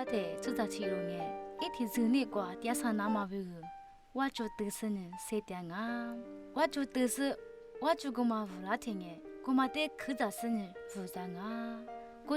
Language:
Lisu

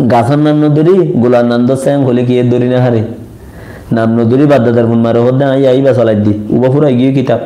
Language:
Rohingya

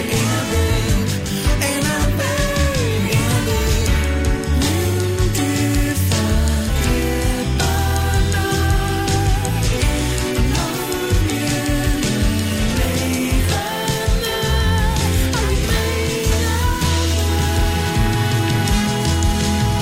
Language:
Icelandic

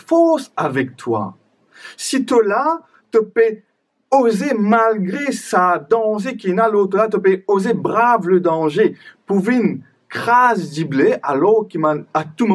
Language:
Morisyen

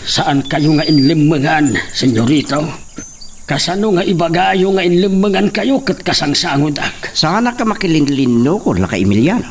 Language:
Iloko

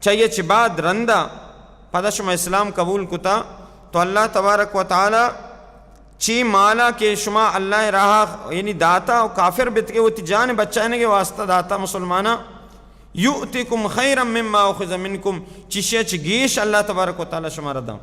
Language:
Baluchi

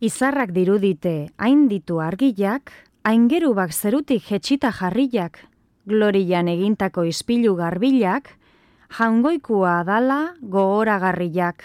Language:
Basque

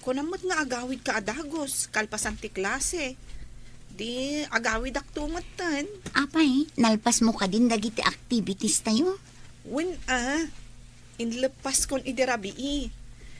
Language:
Iloko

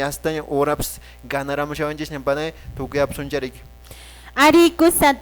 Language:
Quechua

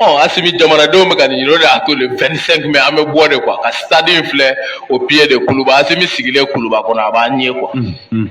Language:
Bambara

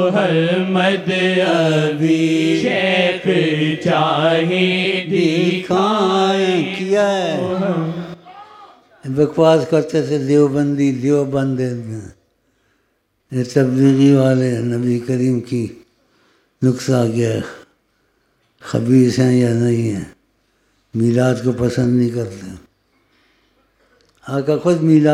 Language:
Urdu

